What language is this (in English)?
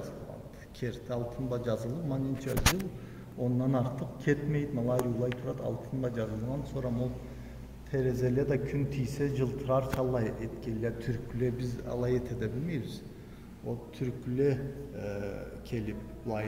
Karachay-Balkar